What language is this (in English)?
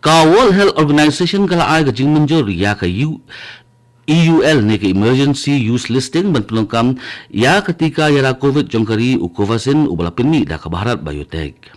Khasi